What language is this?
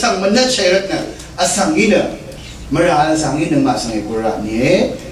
Rawang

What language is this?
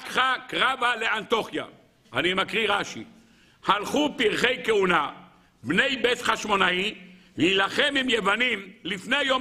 Hebrew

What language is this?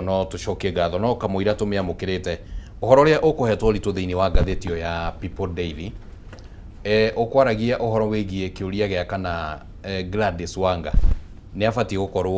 Kikuyu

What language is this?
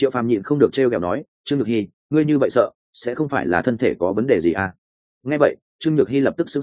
Vietnamese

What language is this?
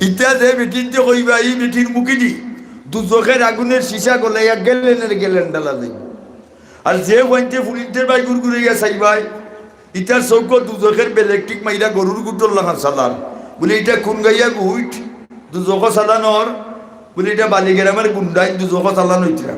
Sylheti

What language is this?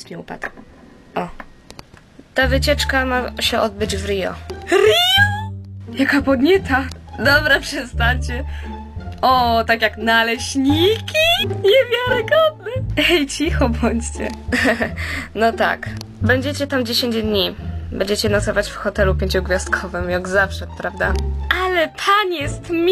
Polish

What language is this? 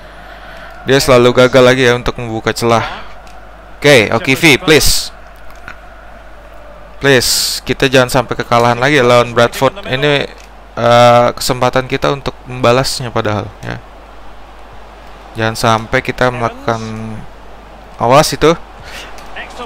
Indonesian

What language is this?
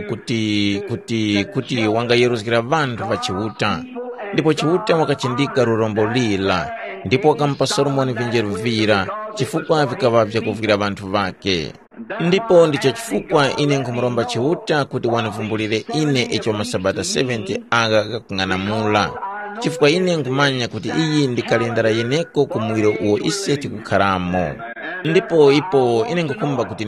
Tumbuka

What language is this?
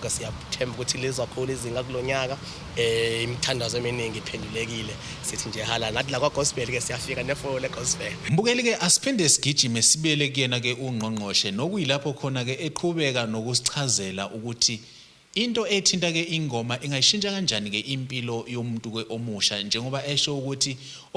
Zulu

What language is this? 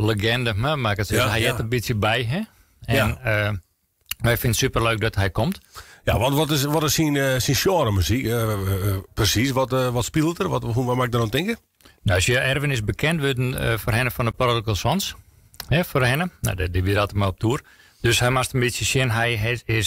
Western Frisian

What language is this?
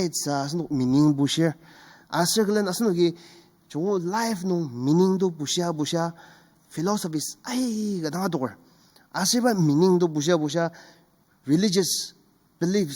Ao Naga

